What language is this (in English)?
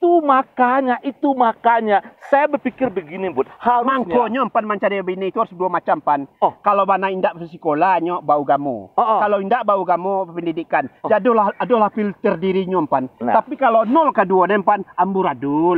Minangkabau